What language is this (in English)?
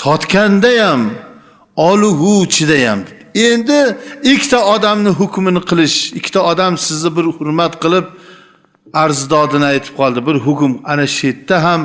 Uzbek